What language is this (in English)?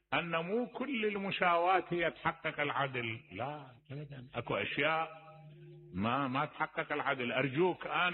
Mesopotamian Arabic